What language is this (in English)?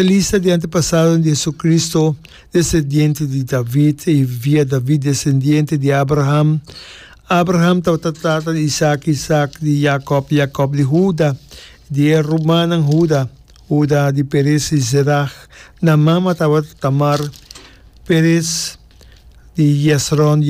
Papiamento